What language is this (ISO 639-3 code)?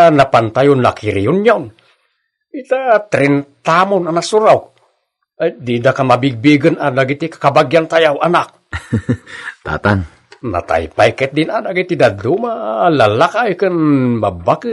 ilo